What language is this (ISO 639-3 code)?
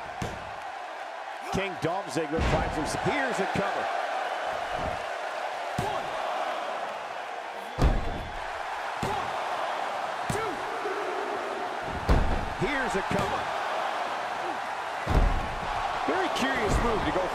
eng